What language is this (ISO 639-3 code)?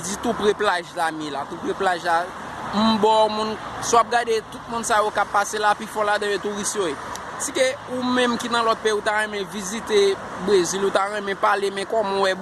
hat